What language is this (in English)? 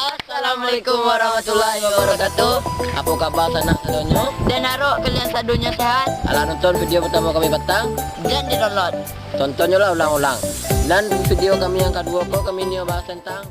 Minangkabau